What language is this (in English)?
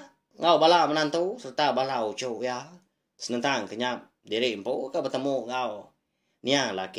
Iban